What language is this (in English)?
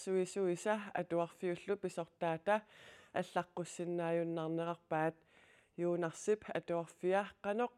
Kalaallisut